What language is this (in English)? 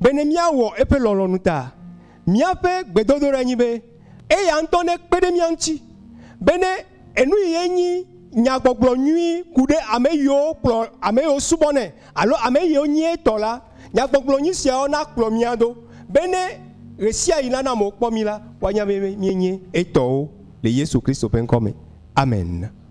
Ewe